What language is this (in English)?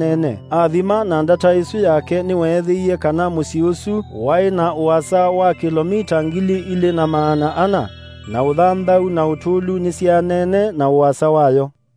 Kamba